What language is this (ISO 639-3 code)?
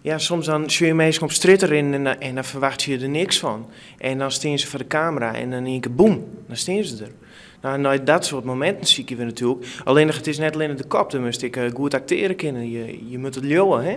fry